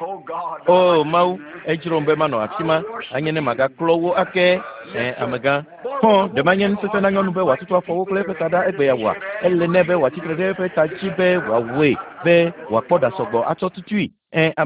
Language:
Ewe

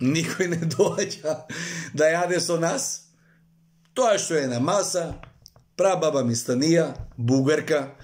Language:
Macedonian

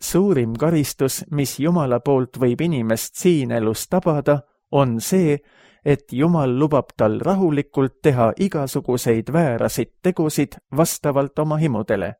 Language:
Estonian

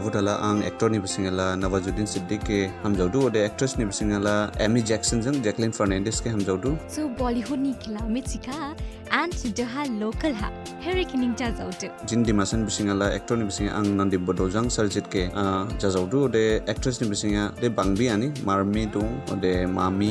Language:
Dimasa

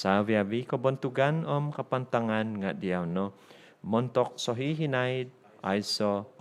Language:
Central Dusun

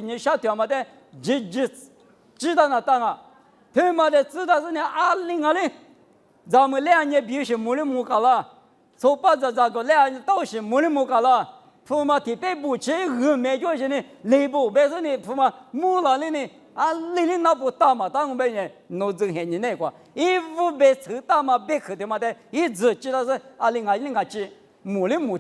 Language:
Lisu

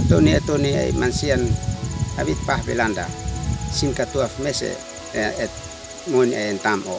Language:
Uab Meto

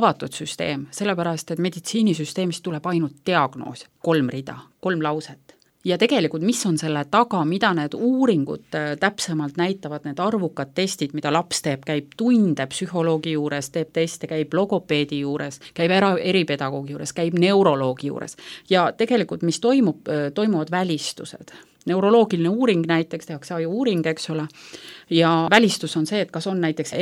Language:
Estonian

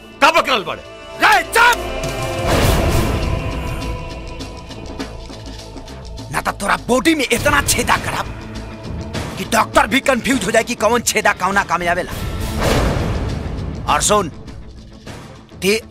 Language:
Bhojpuri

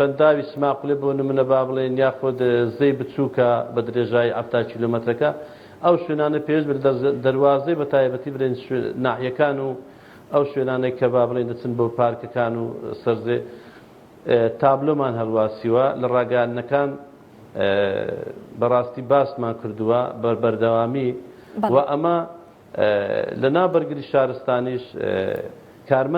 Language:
Central Kurdish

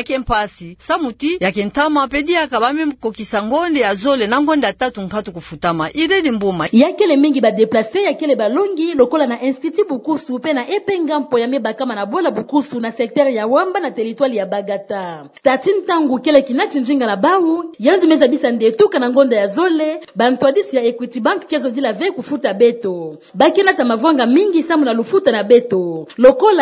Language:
Kituba (Democratic Republic of Congo)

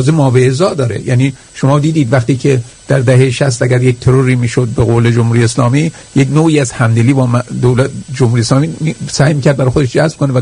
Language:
Persian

